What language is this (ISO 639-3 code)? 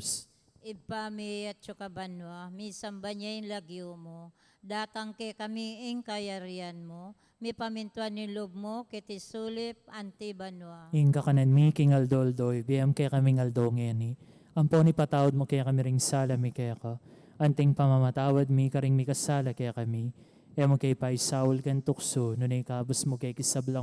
pam